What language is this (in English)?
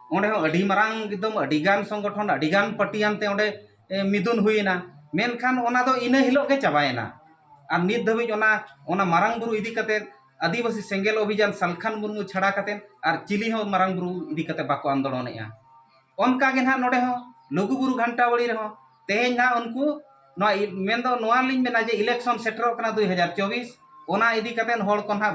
Santali